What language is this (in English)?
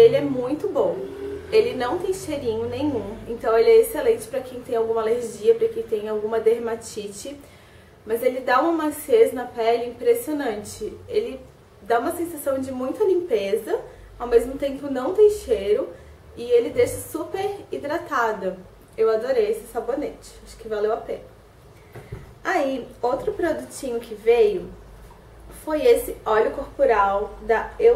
Portuguese